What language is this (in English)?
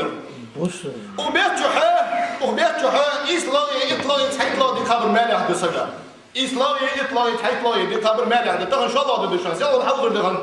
Ingush